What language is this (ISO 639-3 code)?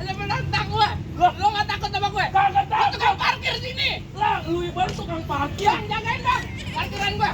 bew